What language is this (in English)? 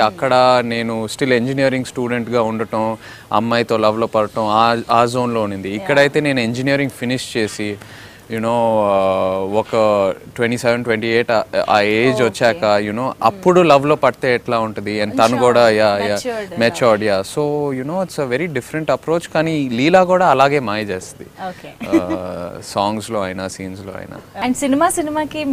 Telugu